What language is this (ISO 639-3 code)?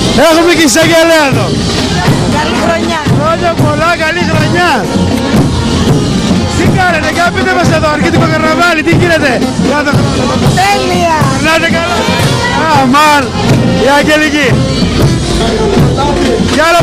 ell